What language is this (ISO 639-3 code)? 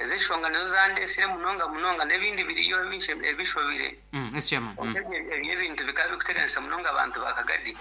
nyn